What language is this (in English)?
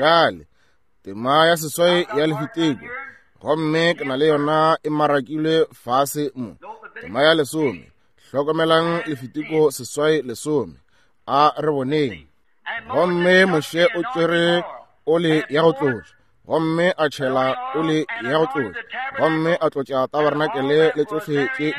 Northern Sotho